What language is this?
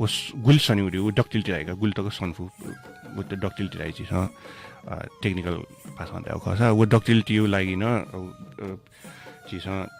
Newari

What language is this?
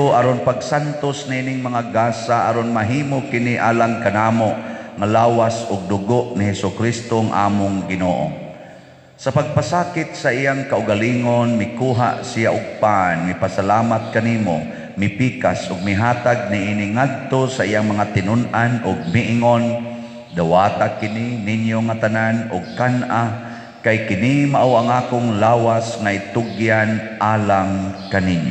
Cebuano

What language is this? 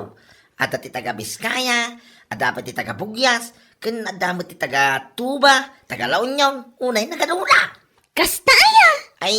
Iloko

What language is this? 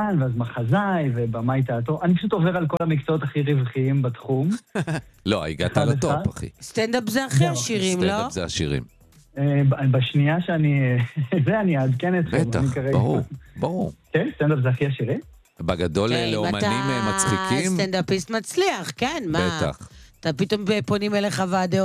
Hebrew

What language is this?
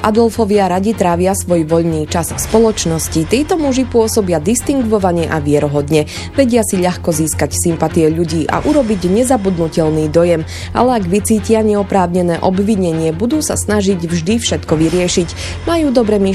Slovak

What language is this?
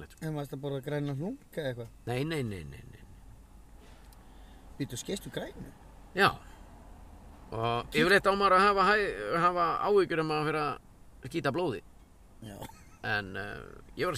Icelandic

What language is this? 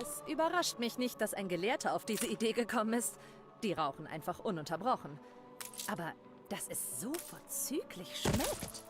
Bavarian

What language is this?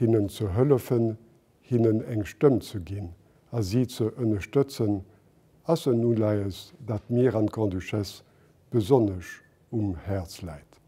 Luxembourgish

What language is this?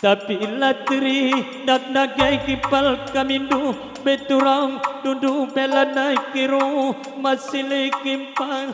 Batak Karo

